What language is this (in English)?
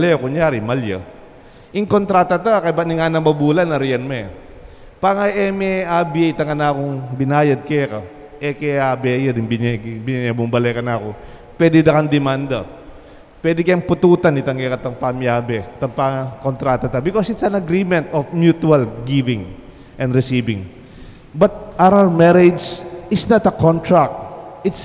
Pampanga